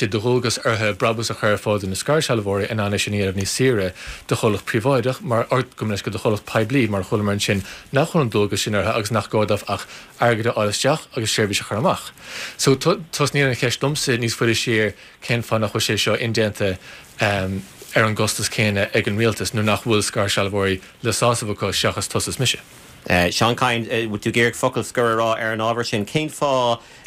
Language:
Irish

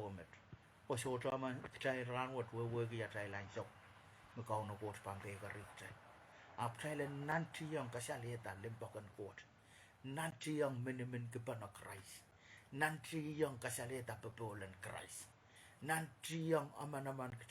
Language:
Pohnpeian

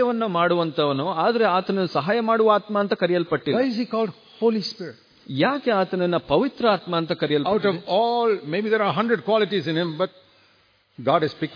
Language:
Kannada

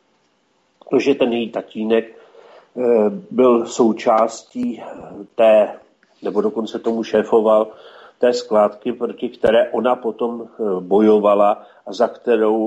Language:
Czech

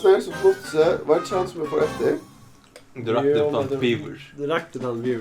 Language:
Faroese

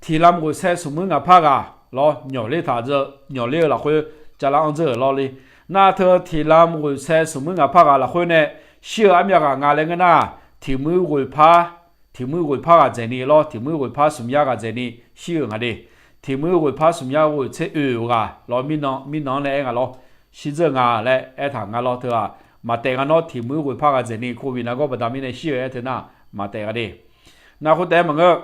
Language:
Akha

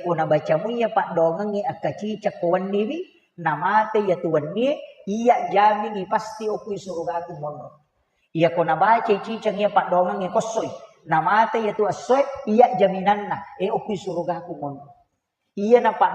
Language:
Buginese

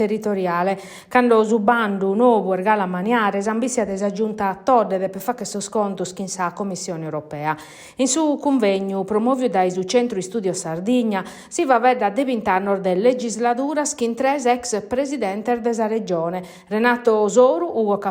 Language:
Sardinian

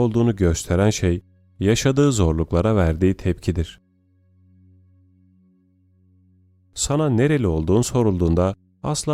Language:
Turkish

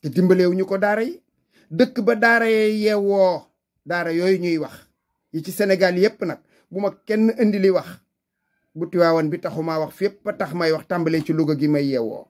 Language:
Wolof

